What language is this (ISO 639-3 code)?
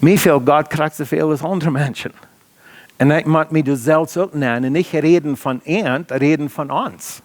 pdt